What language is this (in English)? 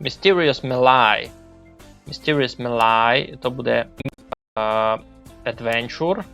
Rusyn